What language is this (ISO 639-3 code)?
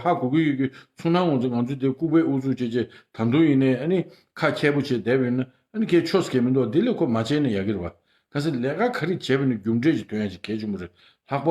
bod